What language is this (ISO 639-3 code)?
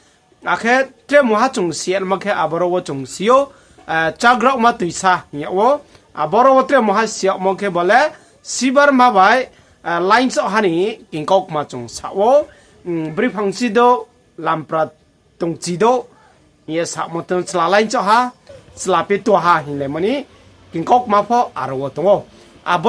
ria